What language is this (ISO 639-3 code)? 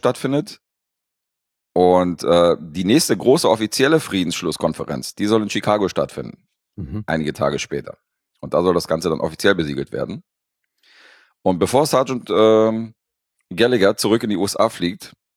deu